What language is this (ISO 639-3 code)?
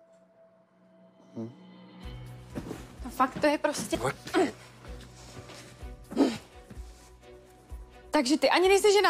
ces